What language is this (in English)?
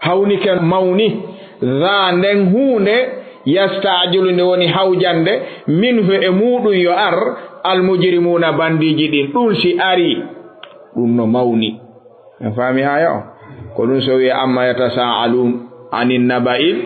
Fula